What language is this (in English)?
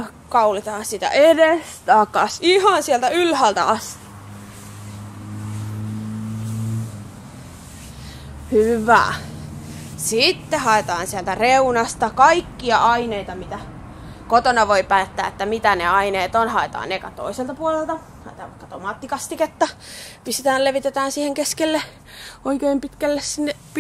Finnish